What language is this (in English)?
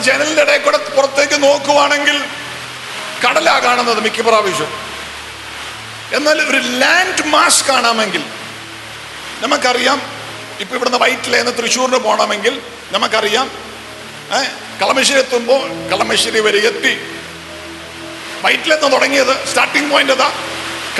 Malayalam